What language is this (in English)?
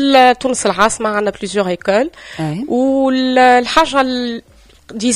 Tunisian Arabic